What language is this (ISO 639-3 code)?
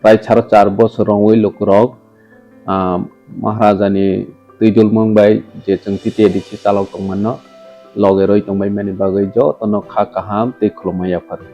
trp